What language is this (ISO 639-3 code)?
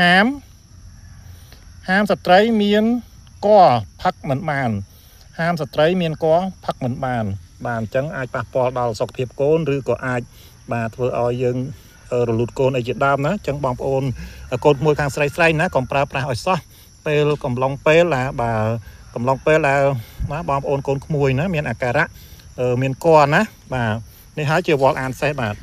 khm